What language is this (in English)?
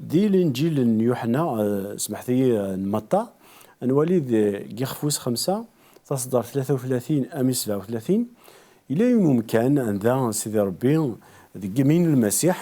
Kabyle